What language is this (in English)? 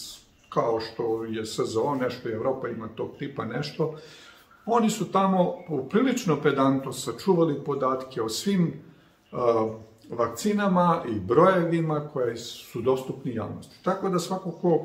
Serbian